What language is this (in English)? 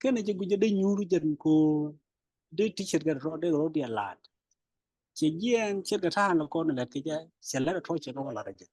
Nuer